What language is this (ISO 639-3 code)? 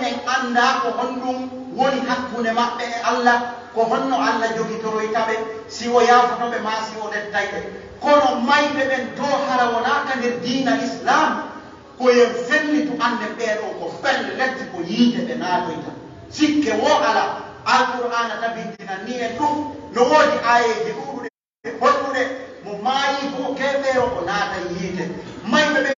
fuf